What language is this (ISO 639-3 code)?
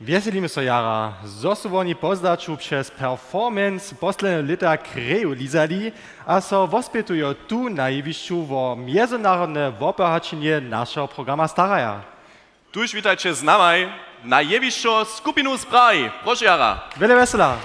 hsb